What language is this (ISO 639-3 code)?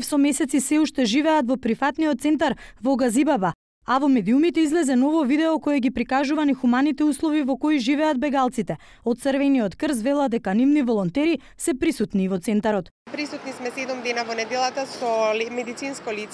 mkd